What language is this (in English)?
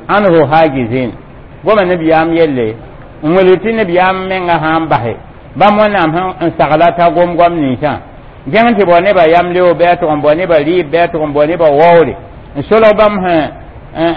Mossi